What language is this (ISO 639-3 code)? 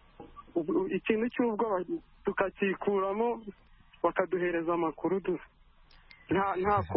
kin